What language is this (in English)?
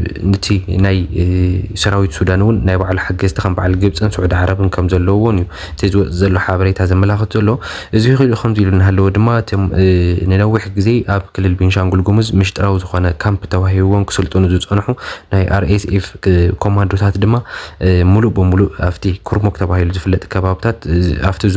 Tigrinya